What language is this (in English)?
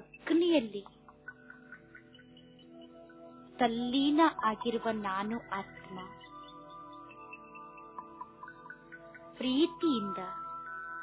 Kannada